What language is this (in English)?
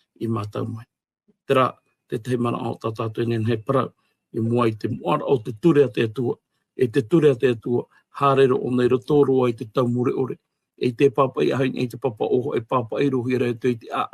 Tahitian